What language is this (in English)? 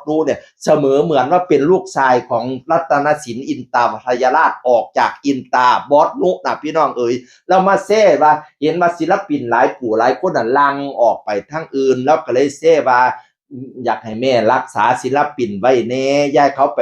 Northeastern Thai